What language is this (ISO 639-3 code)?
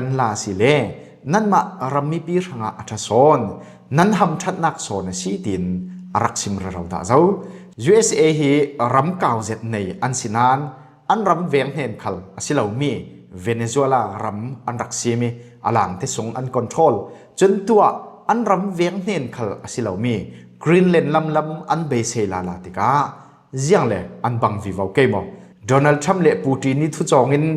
cfm